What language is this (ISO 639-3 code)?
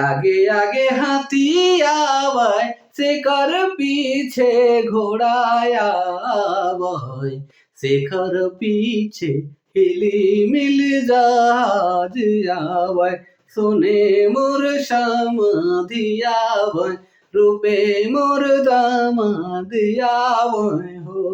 sck